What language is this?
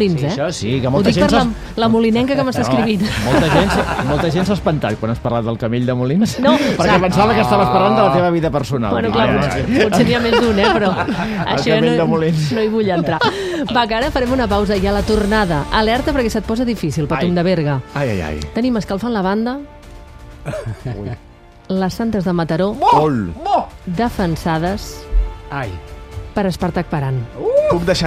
Catalan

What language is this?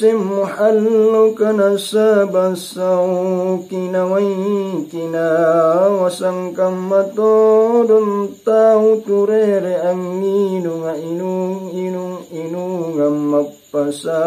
Makasar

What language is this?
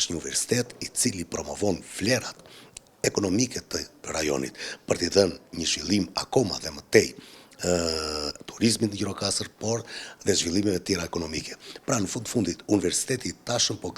Albanian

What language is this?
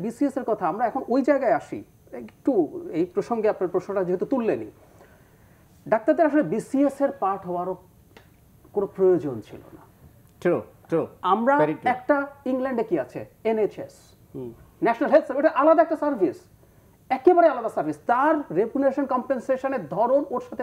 Bangla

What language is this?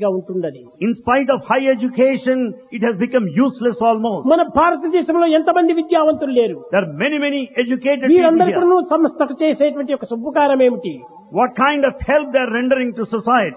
Telugu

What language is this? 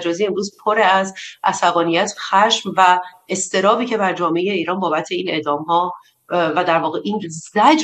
Persian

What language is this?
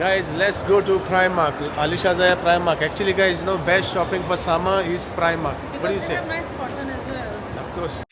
Konkani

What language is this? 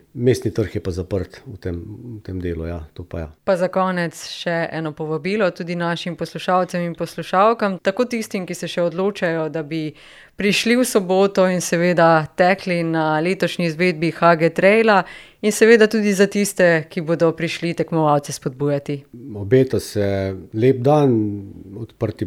Slovenian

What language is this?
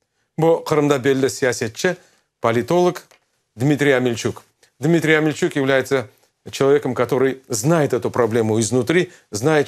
Crimean Tatar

